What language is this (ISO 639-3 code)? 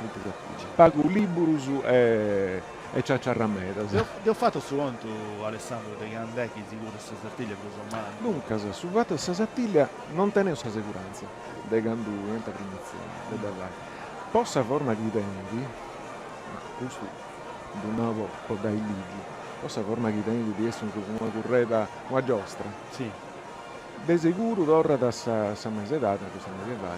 srd